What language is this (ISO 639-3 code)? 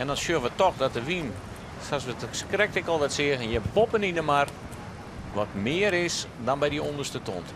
fry